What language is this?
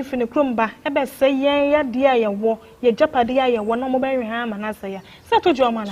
Akan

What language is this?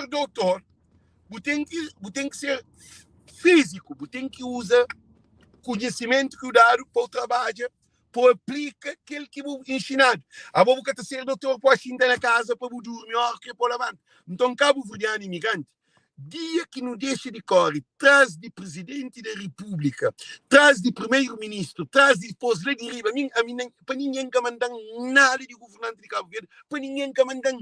Kabuverdianu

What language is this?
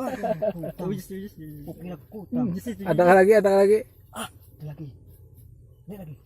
Banjar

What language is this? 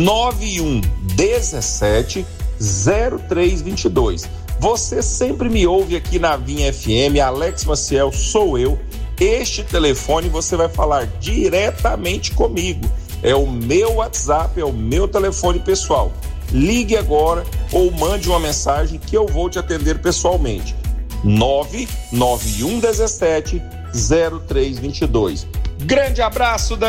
Portuguese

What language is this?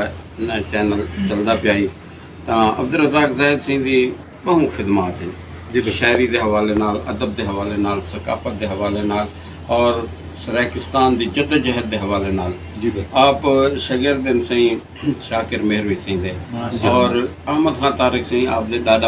Saraiki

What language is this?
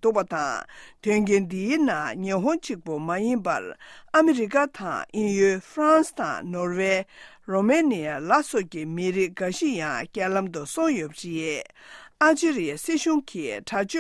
Tibetan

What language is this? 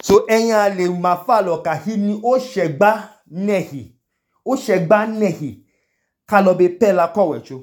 Idoma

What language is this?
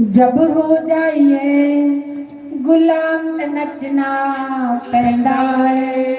Dogri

